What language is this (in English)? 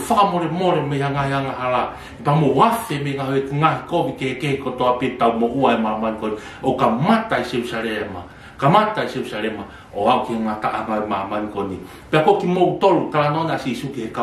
Tongan